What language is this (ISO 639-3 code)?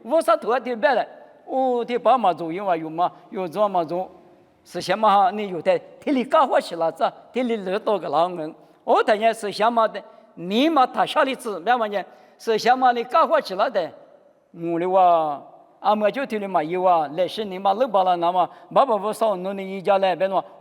lis